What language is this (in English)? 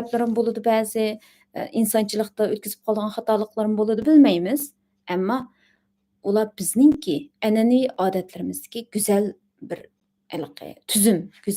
Uyghur